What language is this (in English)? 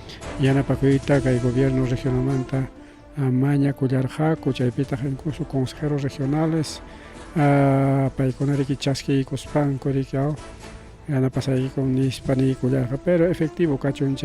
Ayacucho Quechua